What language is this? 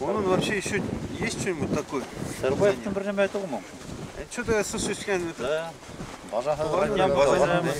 Bashkir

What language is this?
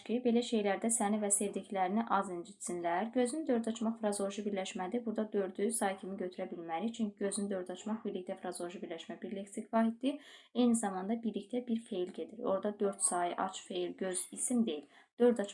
Azerbaijani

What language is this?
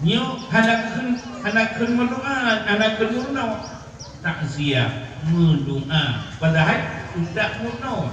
Achinese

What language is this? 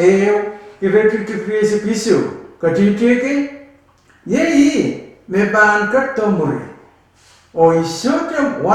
Pohnpeian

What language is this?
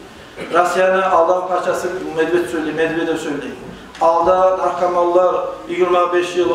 Kumyk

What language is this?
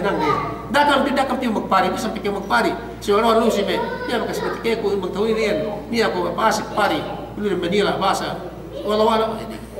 Yakan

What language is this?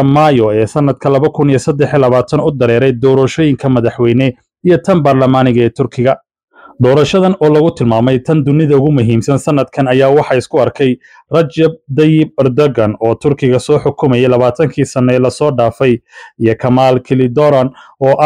Somali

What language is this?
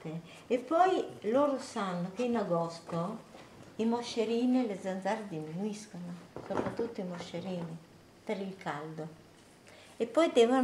Italian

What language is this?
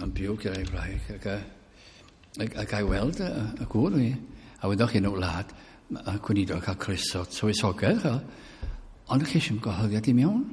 Welsh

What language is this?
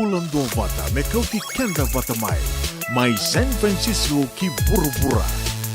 Fijian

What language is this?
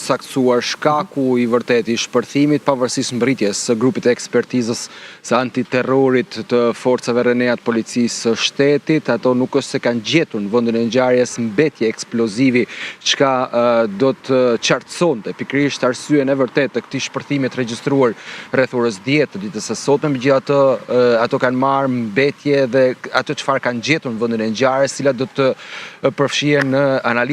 Albanian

